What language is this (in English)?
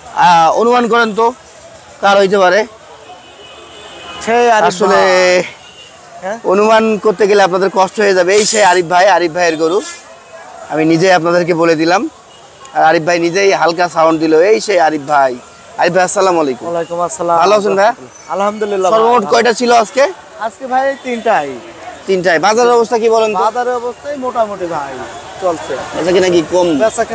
Bangla